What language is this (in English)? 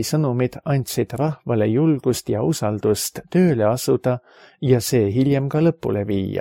Estonian